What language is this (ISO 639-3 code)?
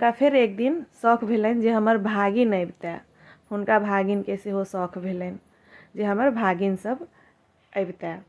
mai